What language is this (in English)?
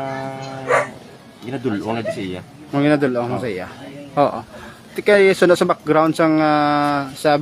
Hiligaynon